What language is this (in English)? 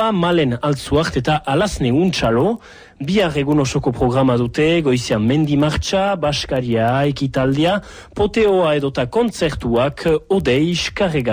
Basque